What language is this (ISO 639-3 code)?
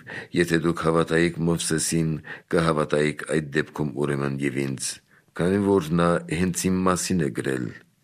hye